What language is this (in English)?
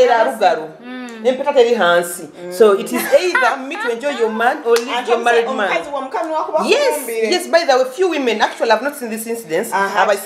Nyoro